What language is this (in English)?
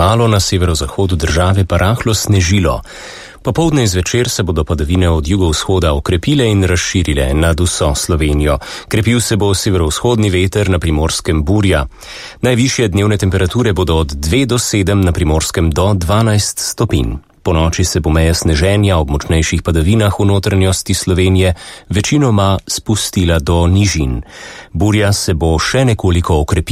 Slovenian